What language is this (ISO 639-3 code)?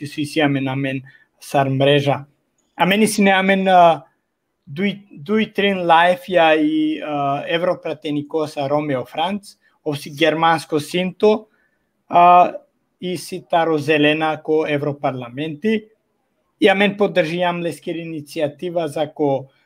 rmn